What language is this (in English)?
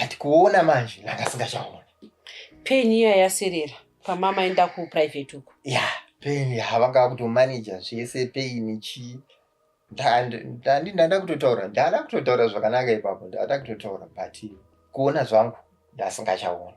Shona